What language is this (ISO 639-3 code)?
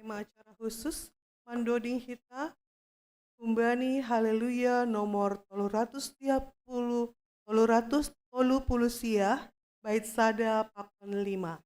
bts